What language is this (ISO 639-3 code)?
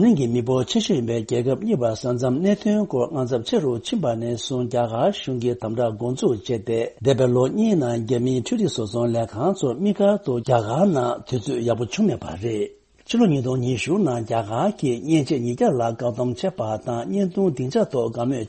bod